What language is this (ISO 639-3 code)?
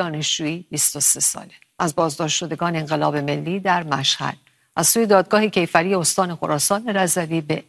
fas